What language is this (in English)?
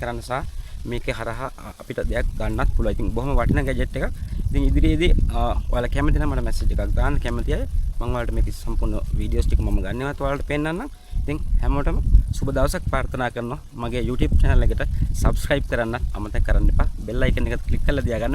Sinhala